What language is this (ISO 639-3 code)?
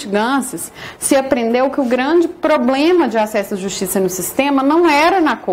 por